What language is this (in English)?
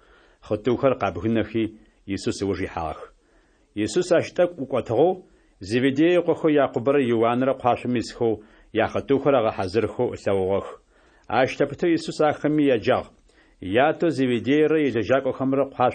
Adyghe